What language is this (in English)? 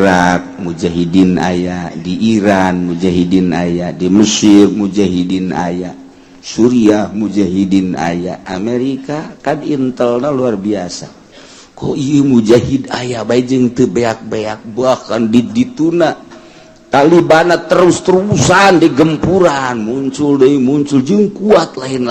Sundanese